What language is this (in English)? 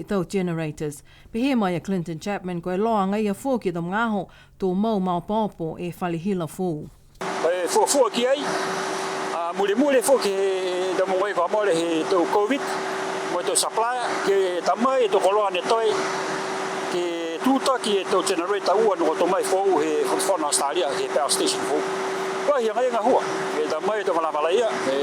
Niuean